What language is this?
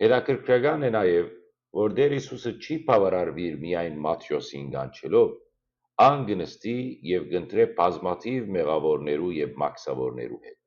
Western Armenian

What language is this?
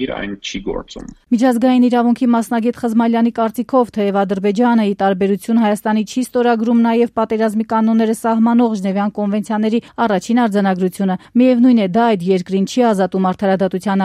Armenian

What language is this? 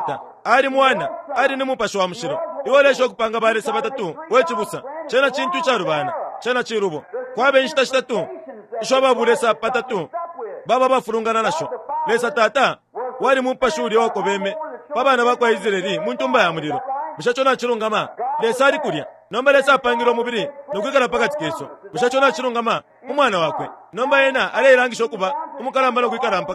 Bemba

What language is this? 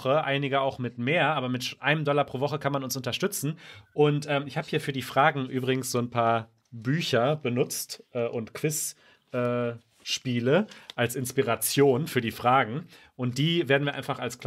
German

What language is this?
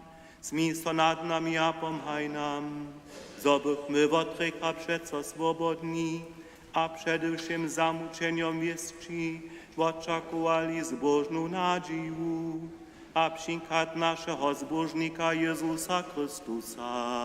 Upper Sorbian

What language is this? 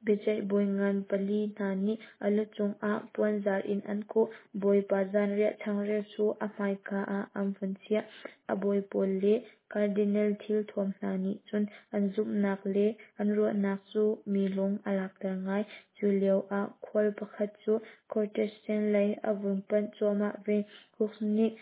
Hakha Chin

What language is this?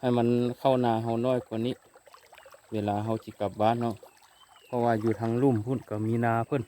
Lao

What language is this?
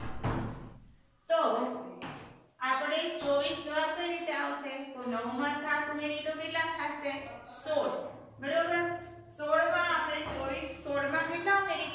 Gujarati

